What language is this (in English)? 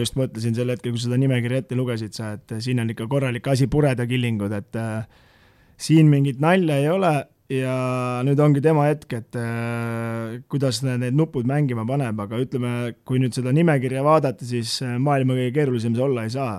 Estonian